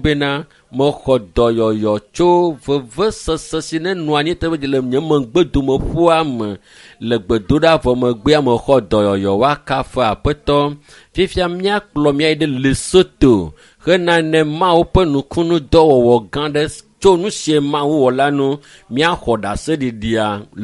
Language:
Ewe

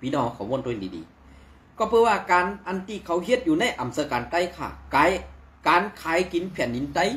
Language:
Shan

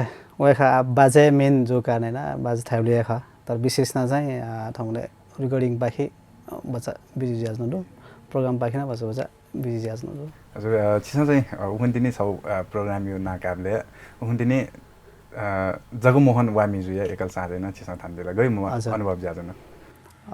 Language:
Newari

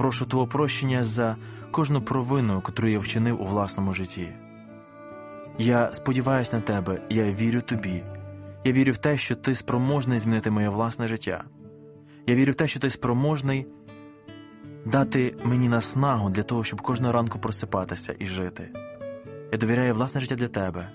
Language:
Ukrainian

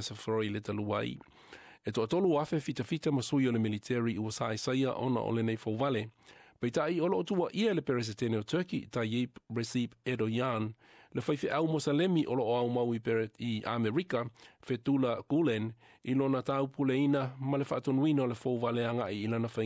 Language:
Samoan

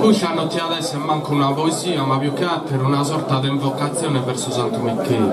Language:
Sardinian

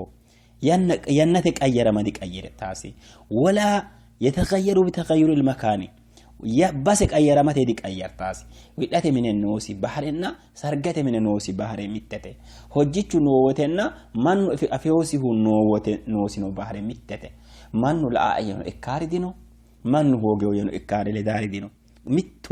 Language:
Sidamo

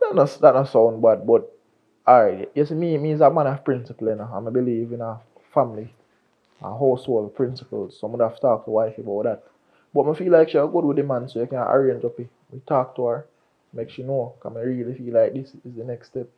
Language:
Jamaican Creole English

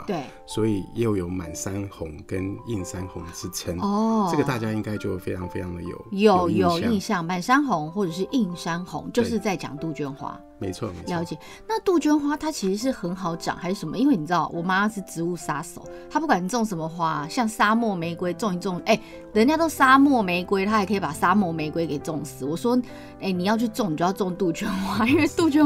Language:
Chinese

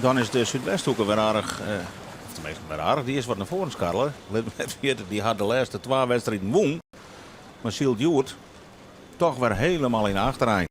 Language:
Western Frisian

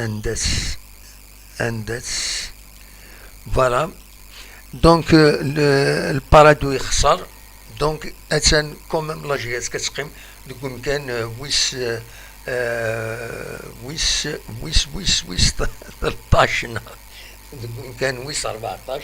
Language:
Kabyle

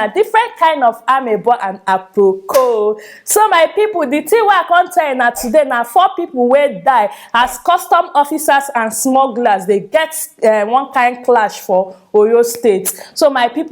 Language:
Nigerian Pidgin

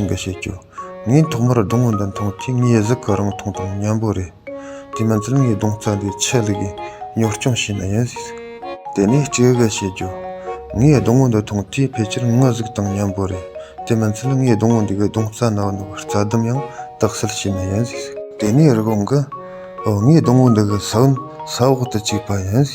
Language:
Tibetan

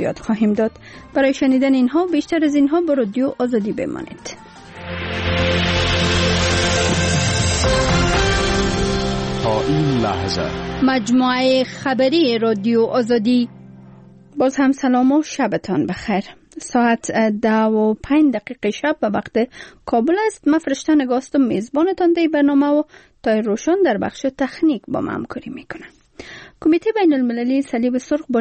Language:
Persian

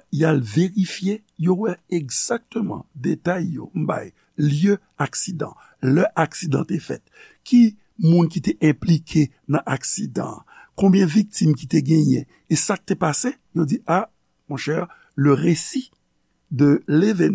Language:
Haitian Creole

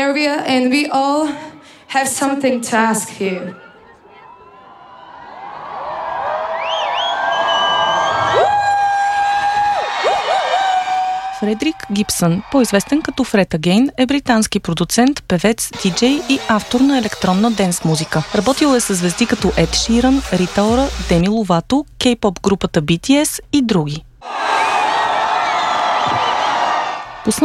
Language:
Bulgarian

